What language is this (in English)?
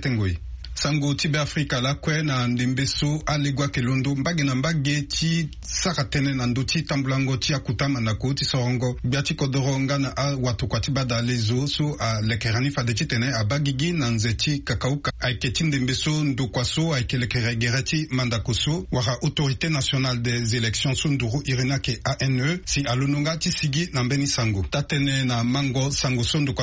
Sango